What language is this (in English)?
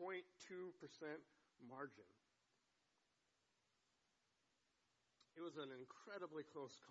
English